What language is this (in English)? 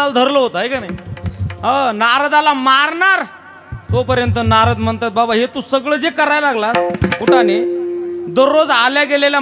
Marathi